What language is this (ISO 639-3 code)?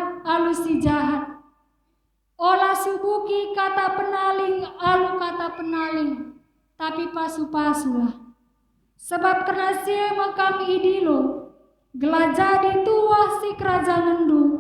btx